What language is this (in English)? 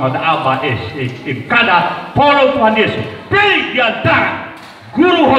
Nias